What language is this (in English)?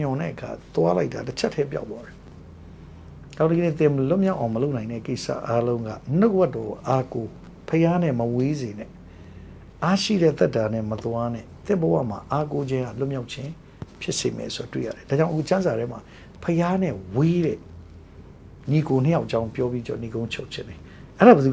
Burmese